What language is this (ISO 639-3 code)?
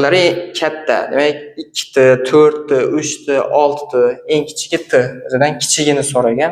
uzb